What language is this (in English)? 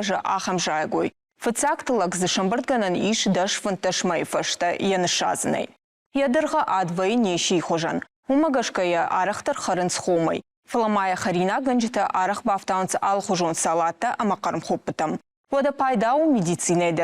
Ossetic